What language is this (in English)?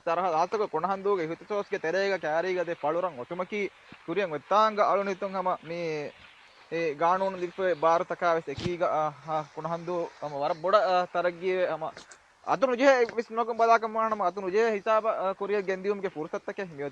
Divehi